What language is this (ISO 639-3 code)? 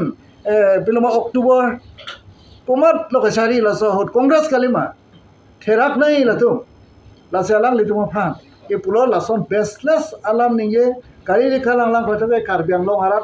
mjw